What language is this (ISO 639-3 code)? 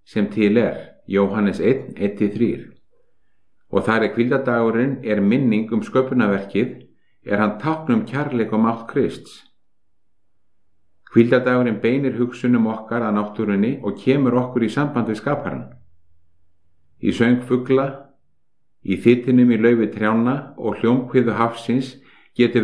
isl